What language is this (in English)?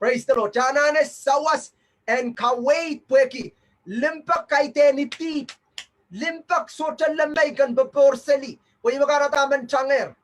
Pohnpeian